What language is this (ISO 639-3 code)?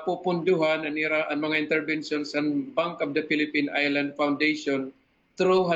war